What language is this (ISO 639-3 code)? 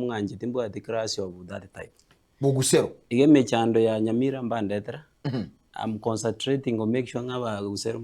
guz